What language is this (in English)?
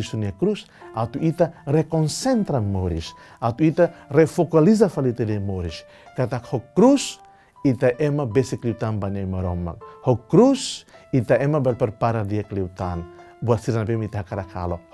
Tetum